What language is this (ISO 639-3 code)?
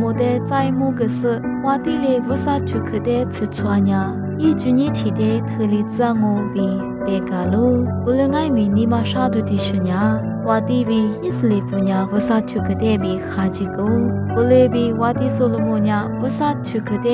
lis